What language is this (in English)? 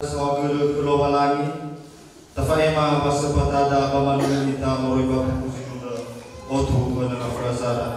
Nias